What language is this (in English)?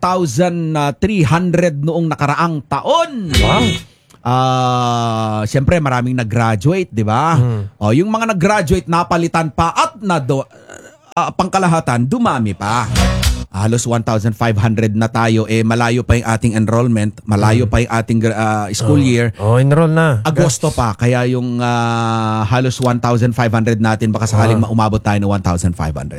Filipino